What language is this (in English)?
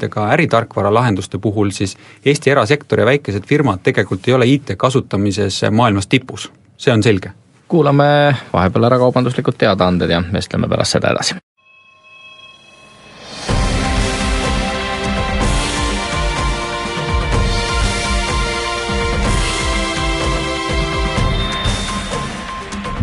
Estonian